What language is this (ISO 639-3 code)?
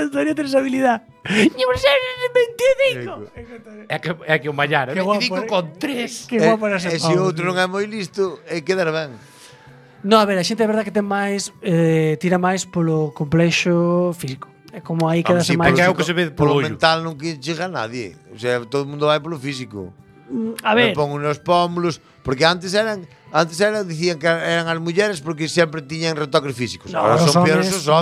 glg